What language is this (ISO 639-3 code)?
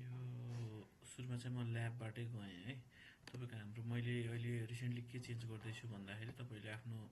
nep